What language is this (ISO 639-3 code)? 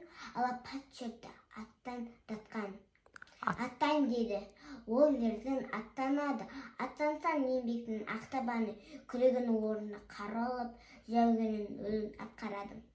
kaz